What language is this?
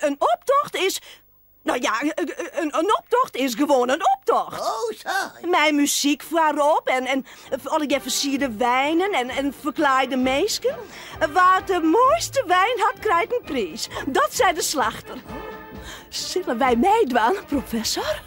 Western Frisian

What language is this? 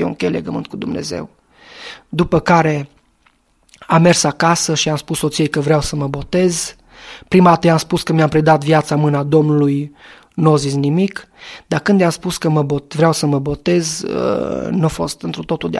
Romanian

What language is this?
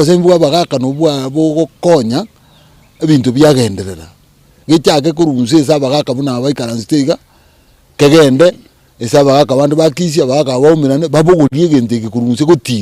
Gusii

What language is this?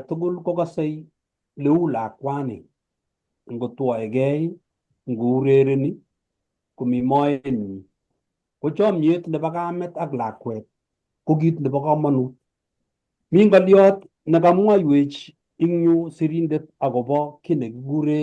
Kalenjin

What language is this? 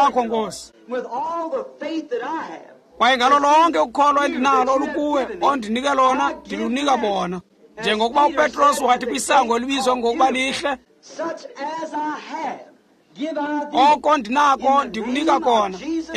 Xhosa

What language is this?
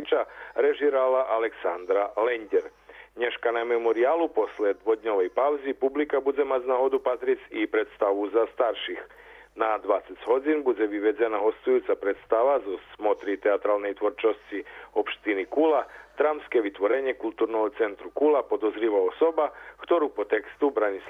Rusyn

